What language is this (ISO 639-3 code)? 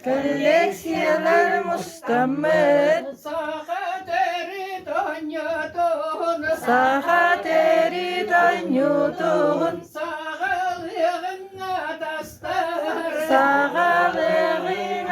sah